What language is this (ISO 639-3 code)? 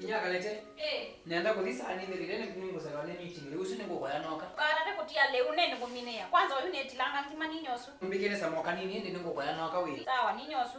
kam